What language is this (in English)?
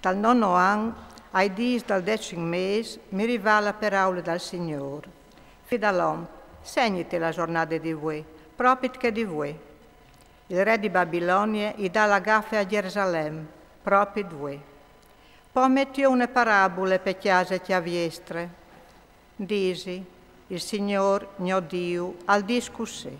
Friulian